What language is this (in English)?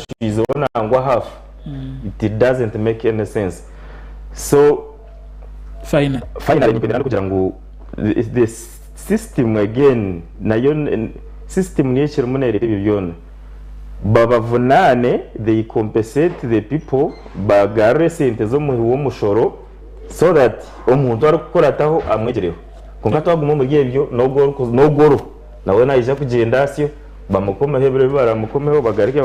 Nyankole